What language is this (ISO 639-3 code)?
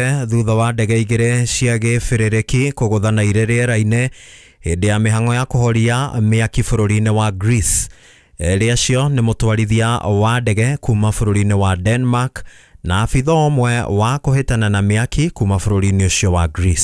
kik